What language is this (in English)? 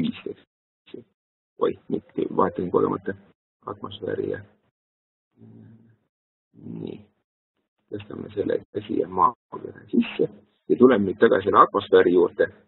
Estonian